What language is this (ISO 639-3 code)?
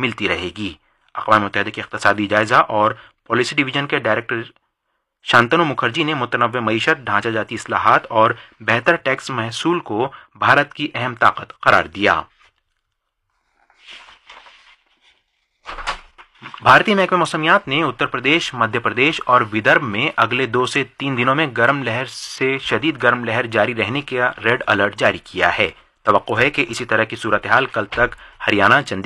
urd